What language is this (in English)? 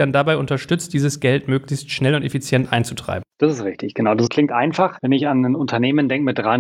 German